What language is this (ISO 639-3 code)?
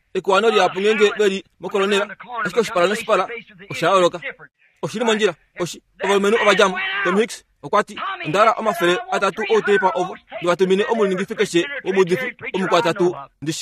kua